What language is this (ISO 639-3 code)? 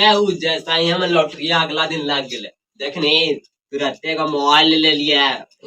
mag